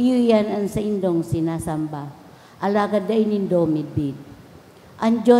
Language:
Bikol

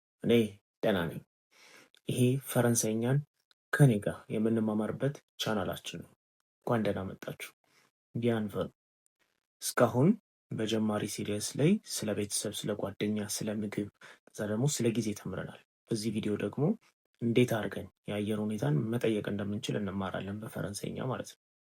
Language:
Amharic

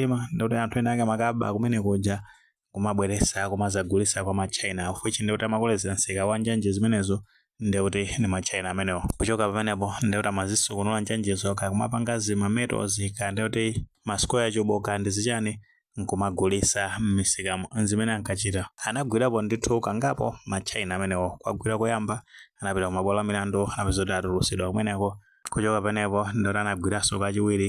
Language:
Nyanja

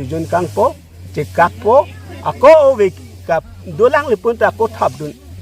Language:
Karbi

